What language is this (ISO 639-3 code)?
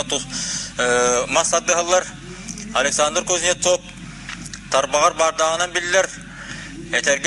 sah